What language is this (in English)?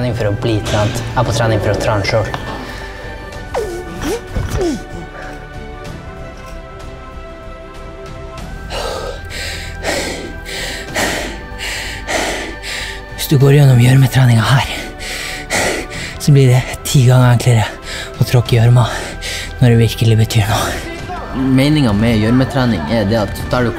Norwegian